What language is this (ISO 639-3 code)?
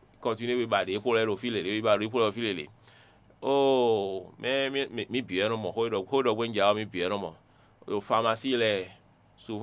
fon